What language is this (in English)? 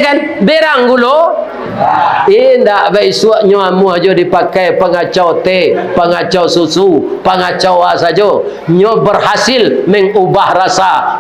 Minangkabau